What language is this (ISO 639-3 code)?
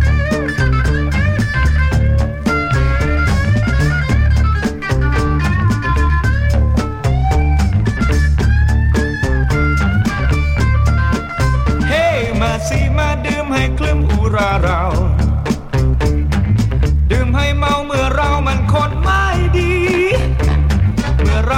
tha